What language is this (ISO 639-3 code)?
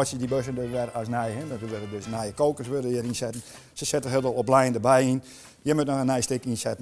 fry